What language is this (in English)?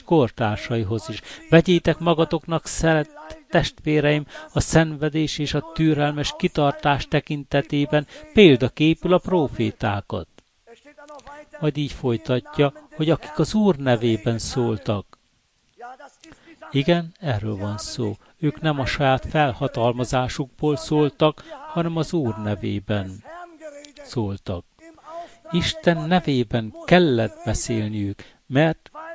Hungarian